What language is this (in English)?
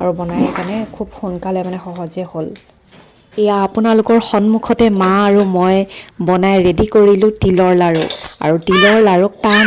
Assamese